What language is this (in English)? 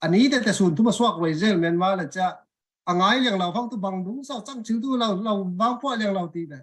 Falam Chin